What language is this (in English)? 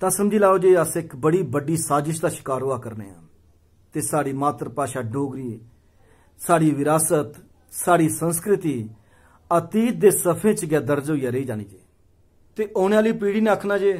Dogri